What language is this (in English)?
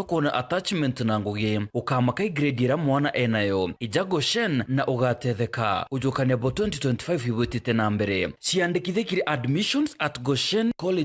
Meru